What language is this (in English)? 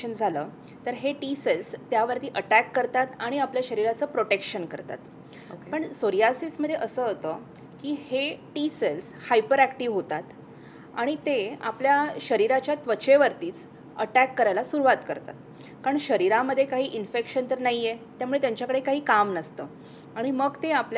Marathi